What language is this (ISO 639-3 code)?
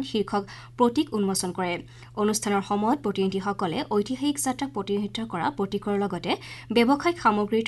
asm